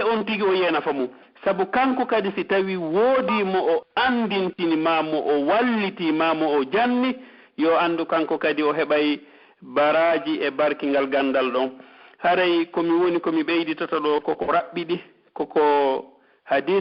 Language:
Pular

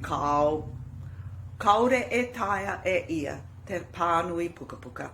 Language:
Māori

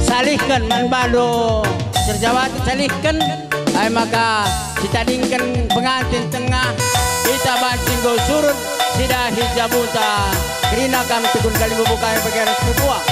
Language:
Batak Karo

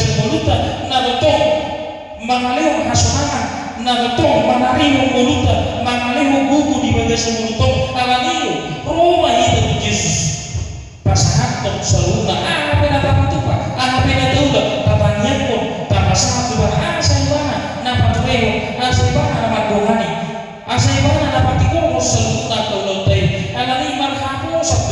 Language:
Batak Toba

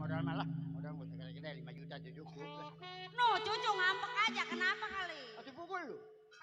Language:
Betawi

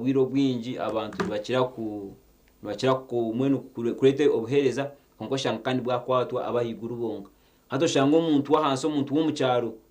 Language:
Nyankole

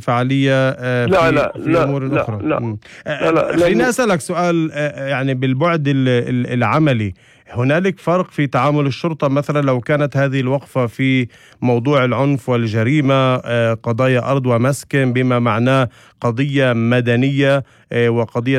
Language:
North Levantine Arabic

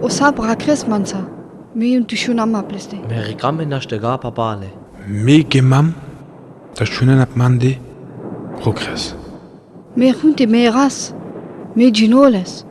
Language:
Sinte Romani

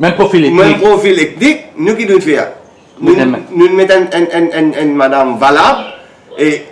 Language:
Morisyen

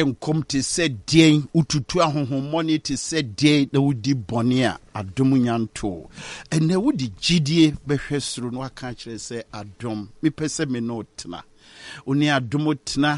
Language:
Akan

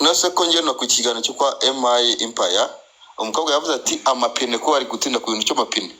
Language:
Kinyarwanda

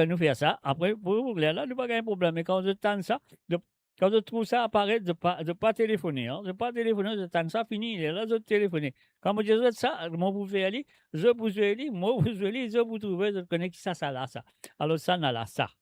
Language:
Morisyen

